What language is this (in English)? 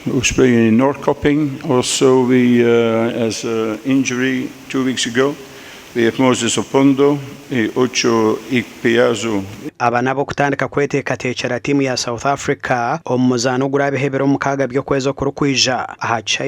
Nyankole